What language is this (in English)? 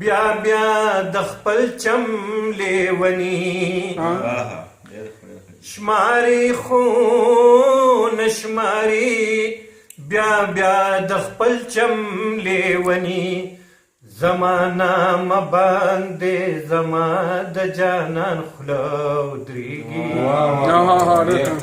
Pashto